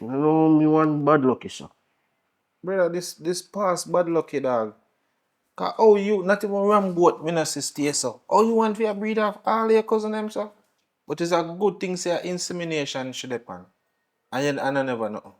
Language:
Jamaican Creole English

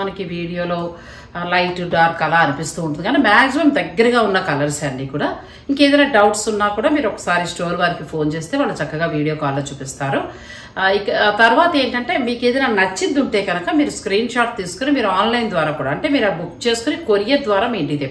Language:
Telugu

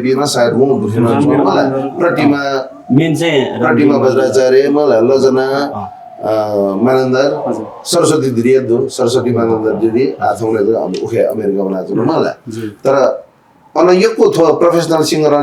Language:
Newari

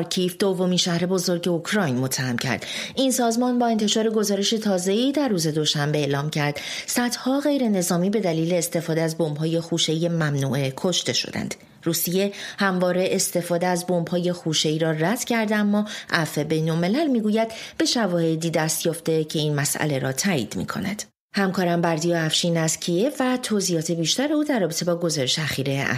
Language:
Persian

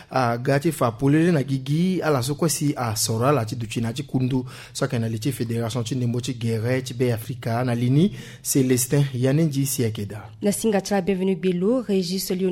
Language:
Sango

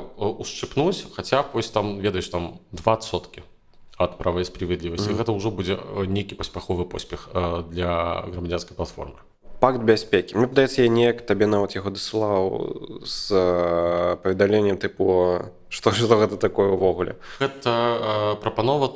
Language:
Belarusian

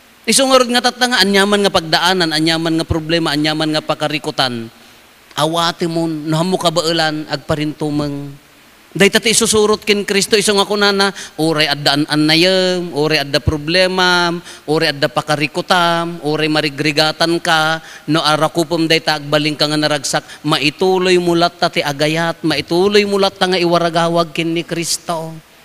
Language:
Iloko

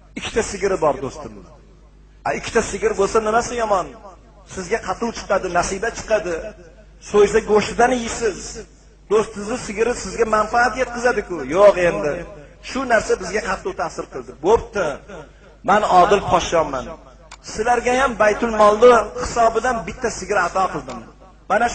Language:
Uzbek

